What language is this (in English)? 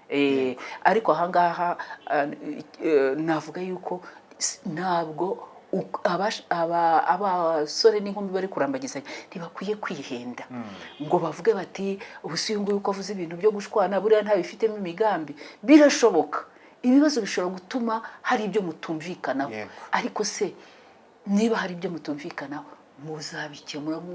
Kinyarwanda